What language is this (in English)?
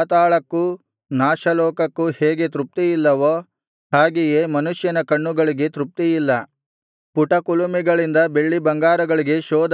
Kannada